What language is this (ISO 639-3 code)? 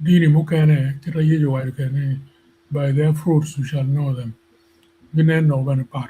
ach